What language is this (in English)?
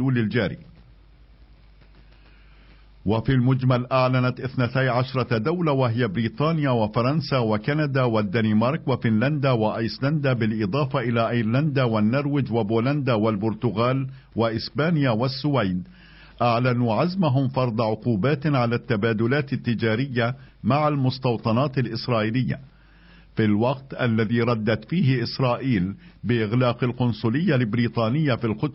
Arabic